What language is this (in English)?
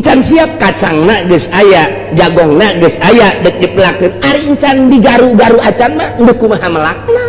Sundanese